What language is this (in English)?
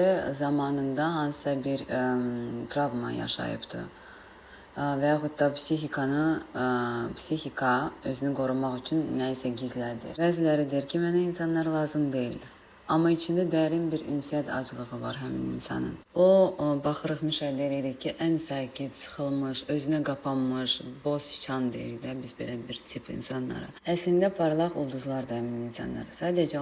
Azerbaijani